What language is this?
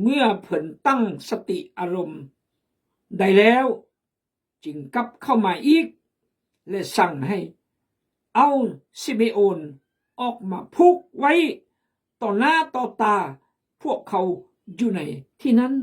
Khmu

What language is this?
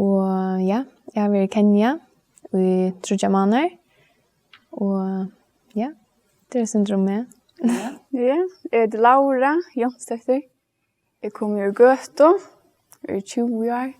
Faroese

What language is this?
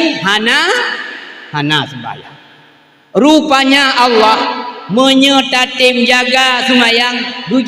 Achinese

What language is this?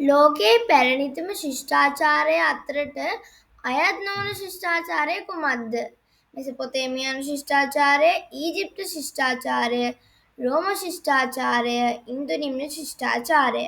Sinhala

